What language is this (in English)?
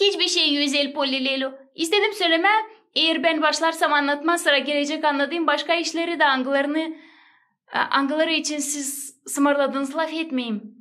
Gagauz